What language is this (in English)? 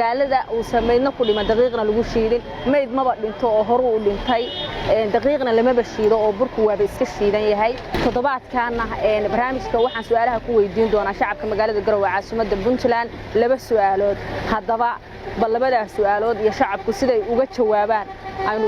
Somali